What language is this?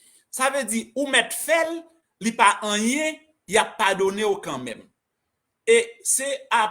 Haitian Creole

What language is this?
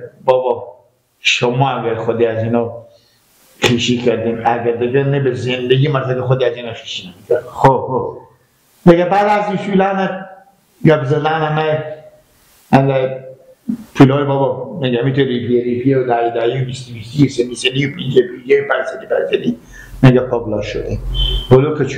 Persian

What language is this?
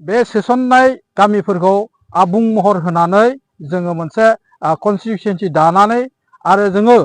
Bodo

